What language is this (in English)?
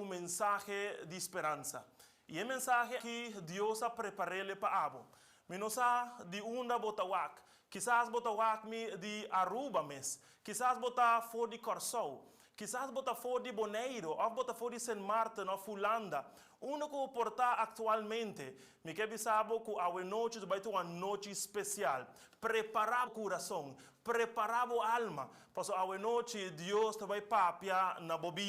Papiamento